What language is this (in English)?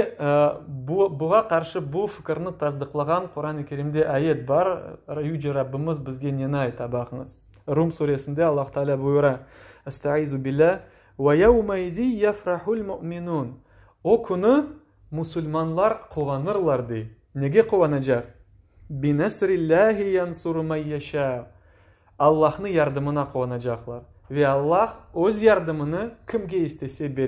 Crimean Tatar